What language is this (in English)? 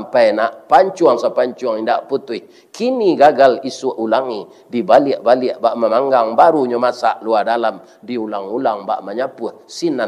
Minangkabau